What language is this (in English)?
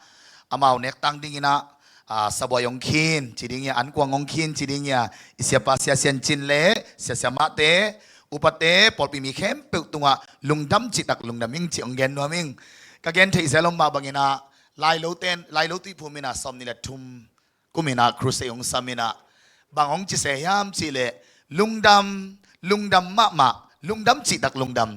Tedim Chin